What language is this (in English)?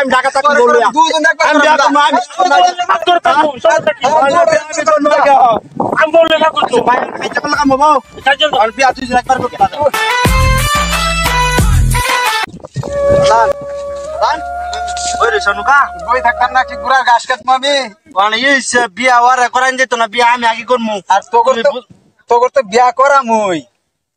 Bangla